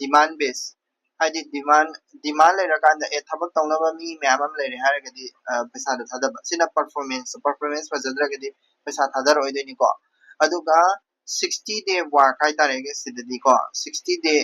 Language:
Manipuri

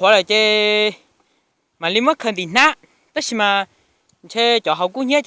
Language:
Hmong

